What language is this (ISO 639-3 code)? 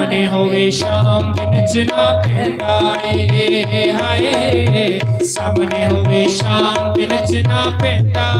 doi